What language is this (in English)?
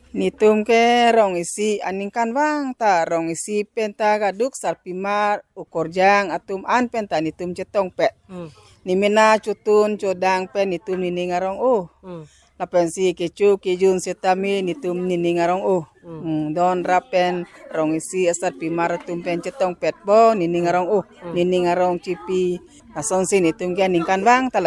Karbi